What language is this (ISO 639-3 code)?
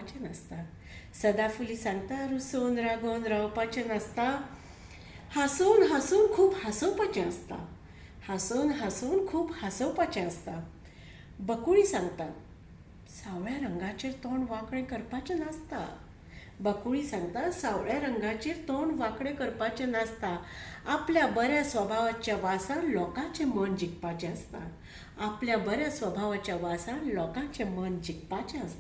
kok